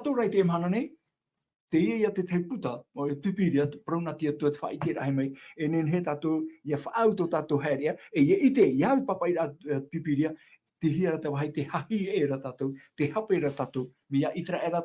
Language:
Tahitian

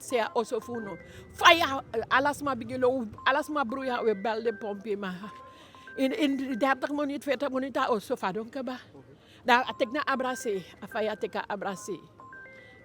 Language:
Eastern Maroon Creole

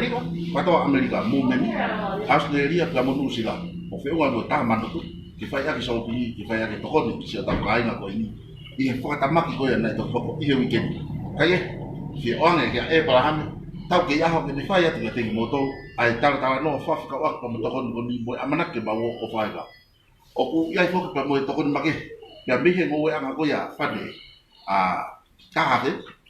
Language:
Tongan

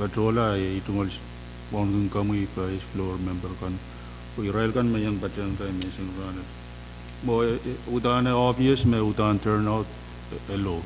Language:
Pohnpeian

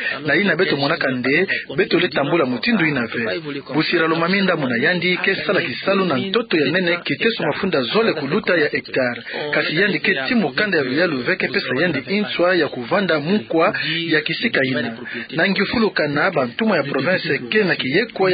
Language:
Kituba (Democratic Republic of Congo)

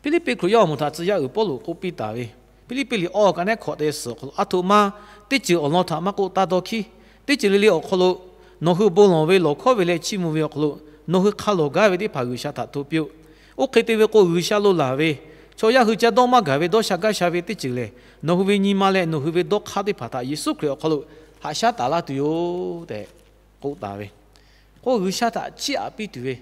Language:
Lahu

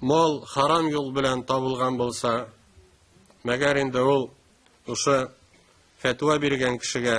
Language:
Tatar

